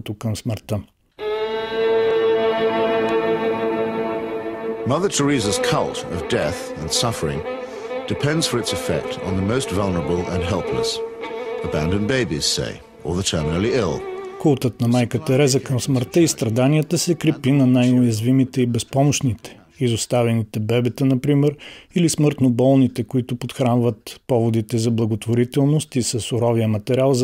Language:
Bulgarian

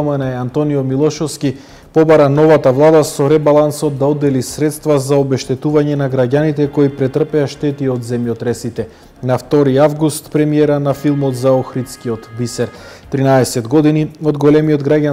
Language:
Macedonian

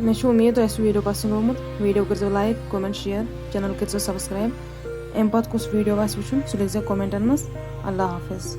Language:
Kashmiri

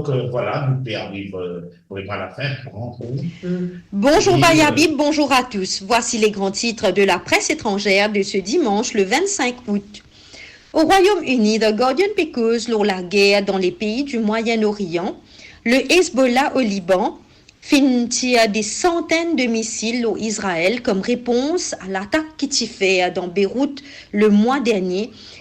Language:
Morisyen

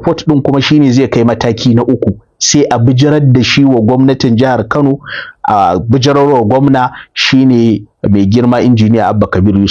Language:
Hausa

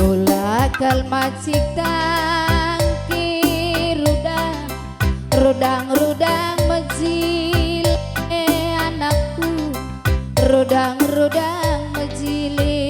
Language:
Batak Karo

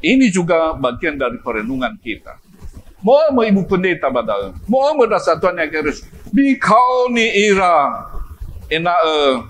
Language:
Nias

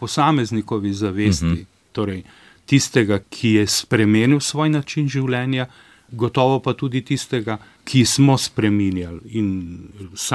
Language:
Slovenian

